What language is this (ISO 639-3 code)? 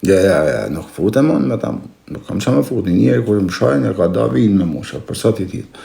sqi